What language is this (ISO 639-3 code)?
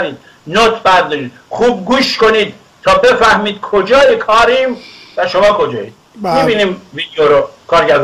fas